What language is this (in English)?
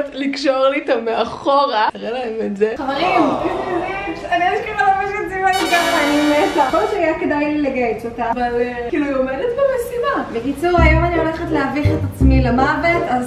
Hebrew